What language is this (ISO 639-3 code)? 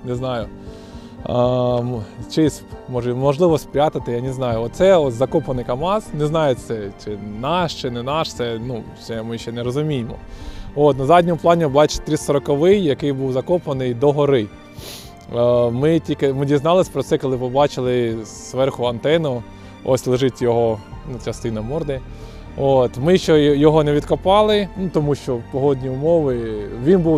ukr